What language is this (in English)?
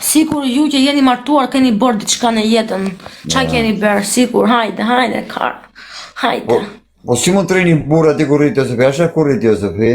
Albanian